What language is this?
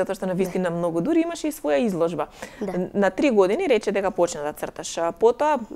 Macedonian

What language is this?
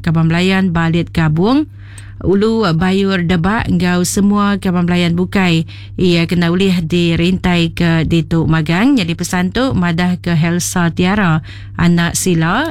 Iban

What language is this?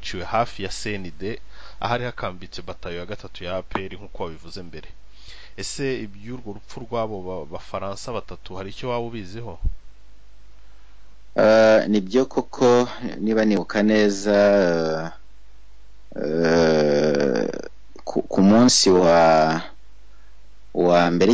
Kinyarwanda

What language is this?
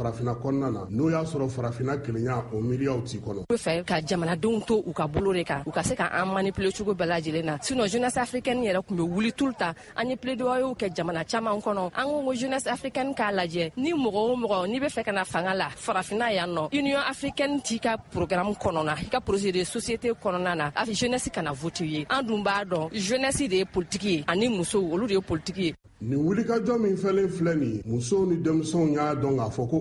Bambara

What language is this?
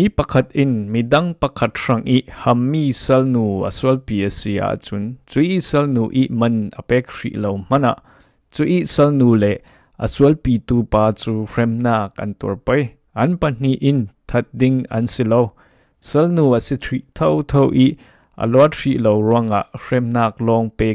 Falam Chin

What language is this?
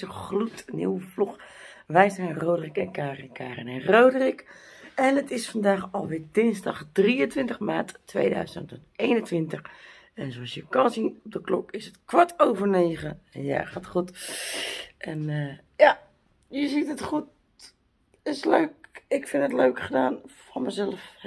Dutch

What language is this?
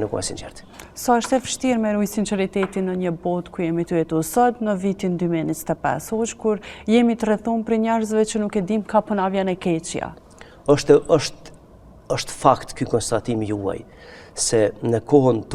Albanian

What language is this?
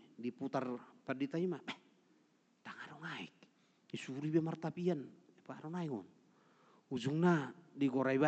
Batak Toba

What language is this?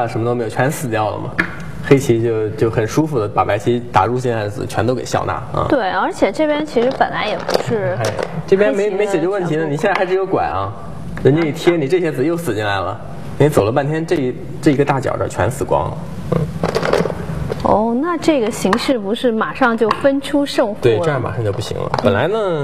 Chinese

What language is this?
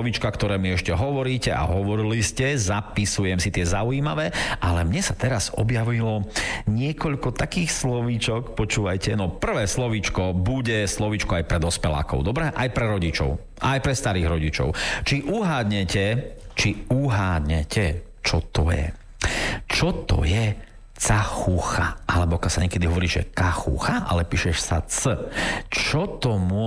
Slovak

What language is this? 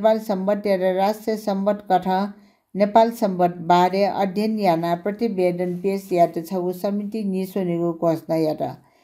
Newari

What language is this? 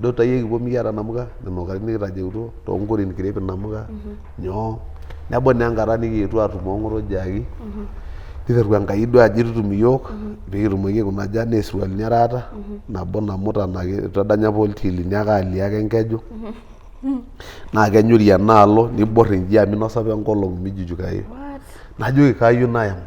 Masai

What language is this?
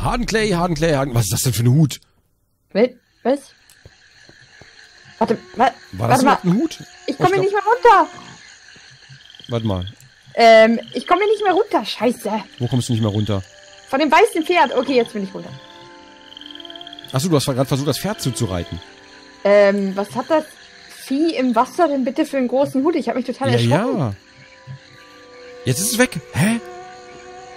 German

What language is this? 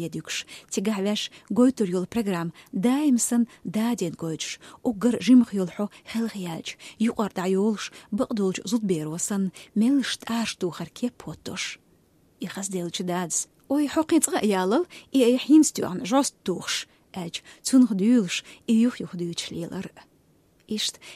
Chechen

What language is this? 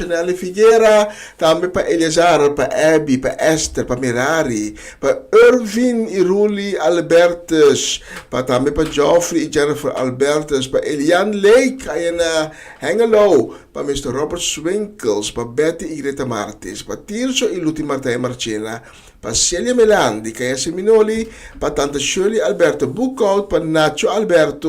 Papiamento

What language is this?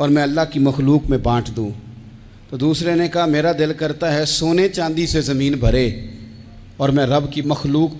Urdu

